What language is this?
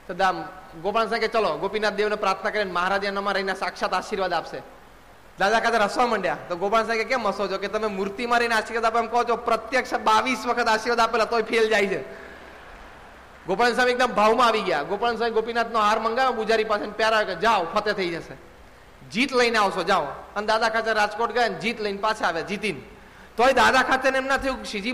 Gujarati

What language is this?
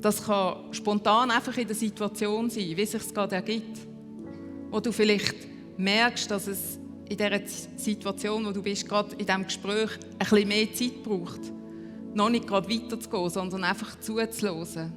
Swiss German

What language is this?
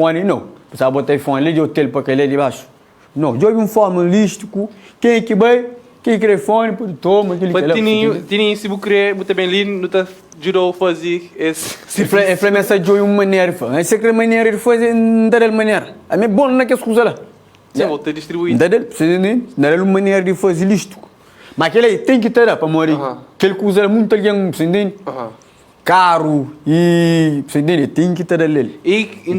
Kabuverdianu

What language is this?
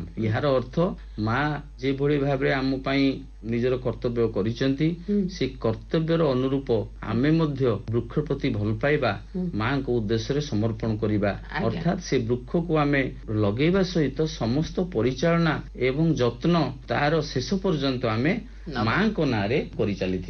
Odia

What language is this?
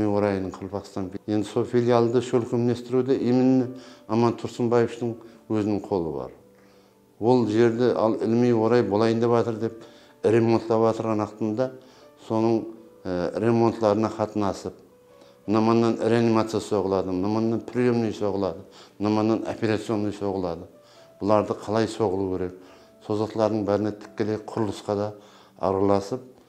Kara-Kalpak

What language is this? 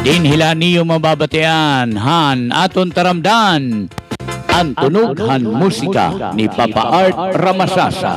Waray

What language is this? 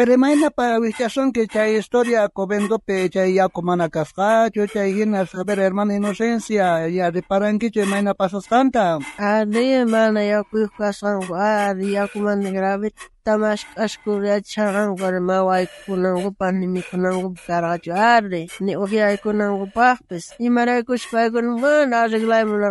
South Bolivian Quechua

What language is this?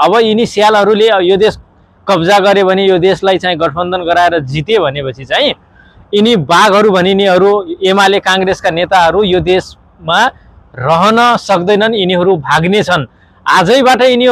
Nepali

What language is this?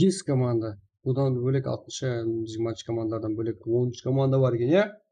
Kara-Kalpak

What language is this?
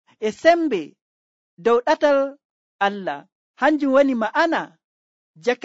Nigerian Fulfulde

